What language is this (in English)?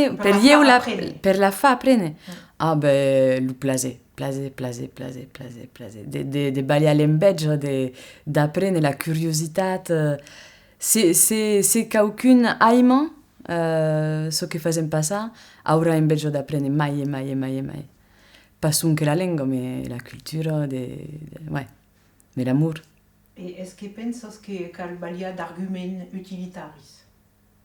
Occitan